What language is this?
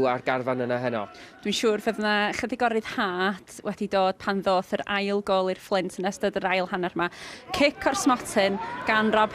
Welsh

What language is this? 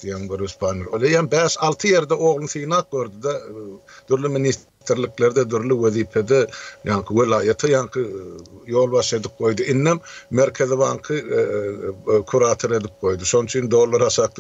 Turkmen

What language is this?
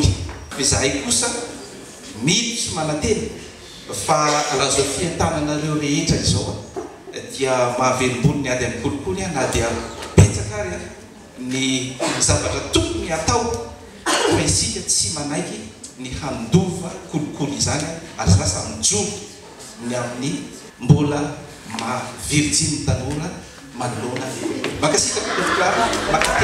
Malagasy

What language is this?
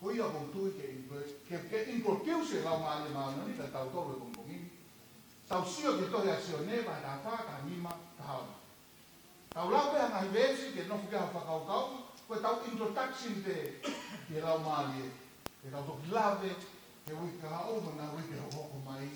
Tongan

